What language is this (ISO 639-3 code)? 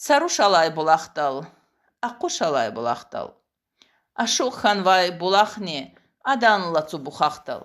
lez